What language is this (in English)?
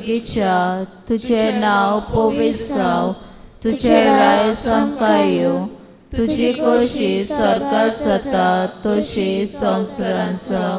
Konkani